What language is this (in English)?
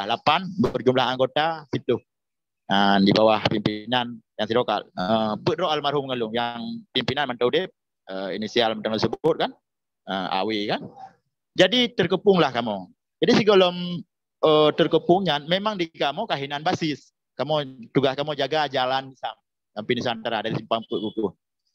Achinese